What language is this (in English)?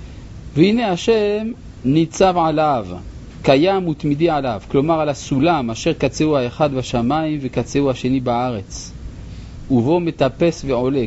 Hebrew